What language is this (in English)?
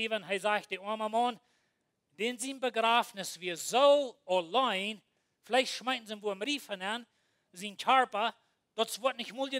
Plautdietsch